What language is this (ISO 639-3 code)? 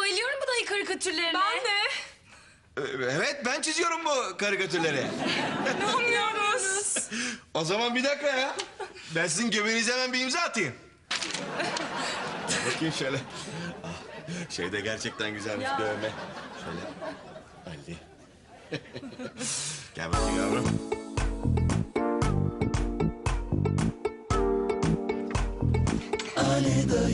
tur